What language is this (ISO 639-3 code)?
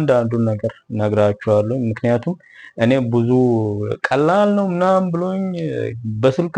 amh